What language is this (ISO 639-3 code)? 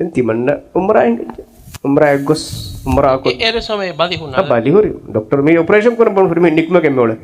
div